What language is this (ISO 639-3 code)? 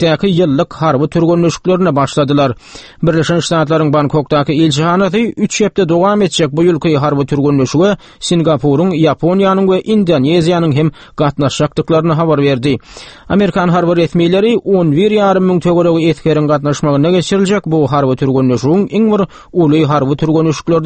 tuk